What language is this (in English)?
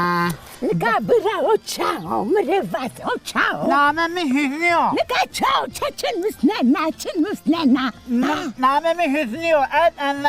Zaza